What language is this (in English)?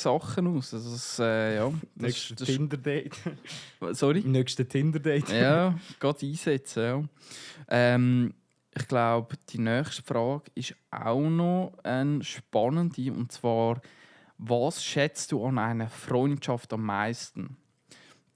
Swiss German